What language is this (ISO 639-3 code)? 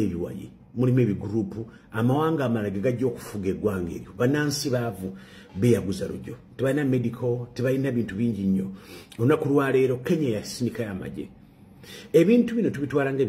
lug